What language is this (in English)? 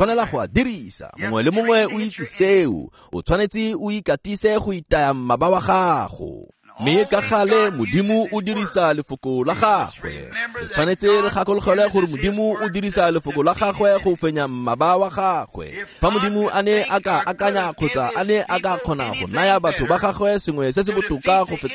Tswana